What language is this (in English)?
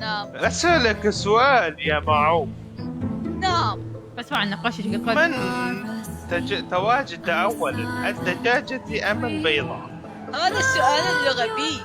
Mesopotamian Arabic